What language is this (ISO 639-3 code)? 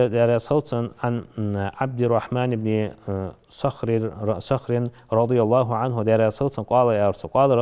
inh